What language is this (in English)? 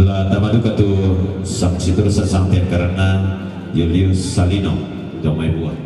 Toraja-Sa'dan